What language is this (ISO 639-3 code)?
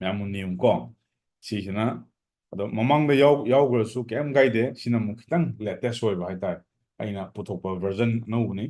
mni